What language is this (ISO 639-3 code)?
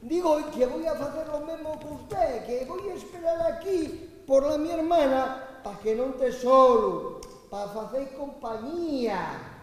ast